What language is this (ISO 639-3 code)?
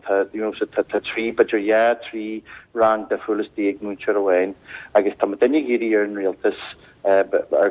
gle